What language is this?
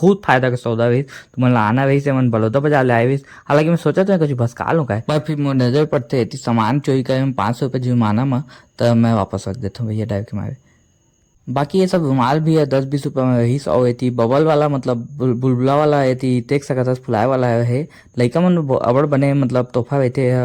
Chhattisgarhi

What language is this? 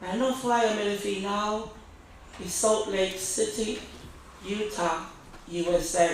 Tongan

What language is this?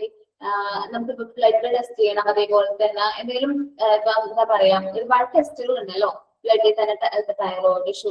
Malayalam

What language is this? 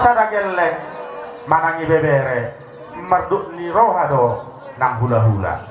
Batak Toba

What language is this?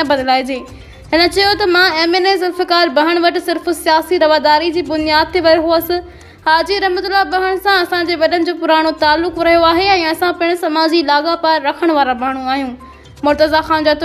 Sindhi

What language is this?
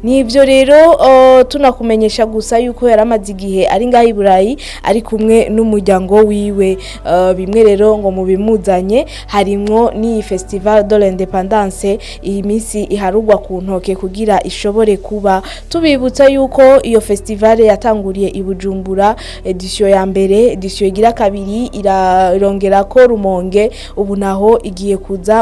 Rundi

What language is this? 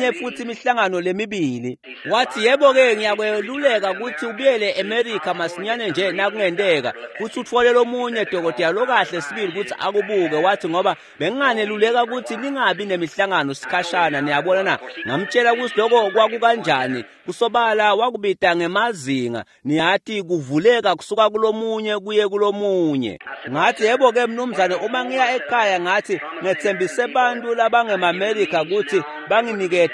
Swati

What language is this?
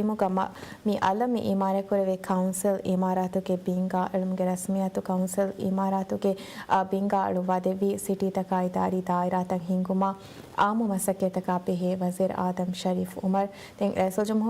Divehi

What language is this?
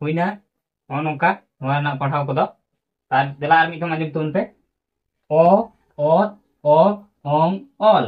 Santali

